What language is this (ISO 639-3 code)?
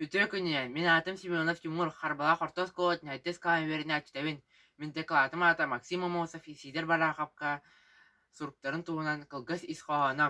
sah